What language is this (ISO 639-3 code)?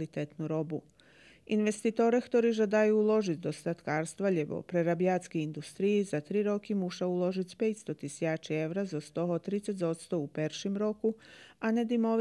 rue